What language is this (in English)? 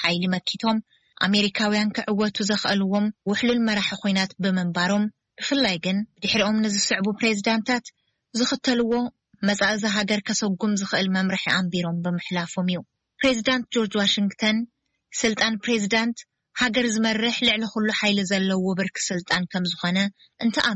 Tigrinya